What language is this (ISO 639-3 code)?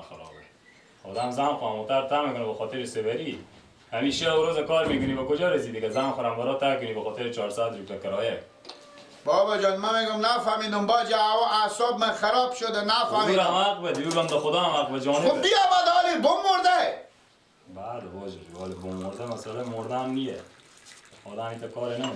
fas